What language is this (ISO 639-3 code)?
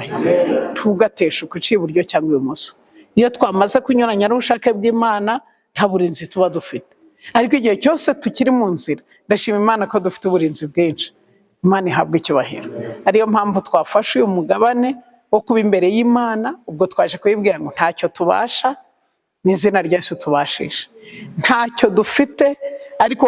kin